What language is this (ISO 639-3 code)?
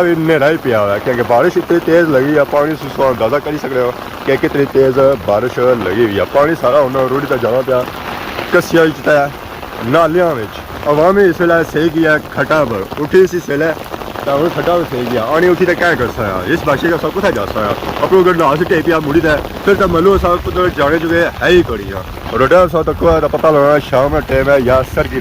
phr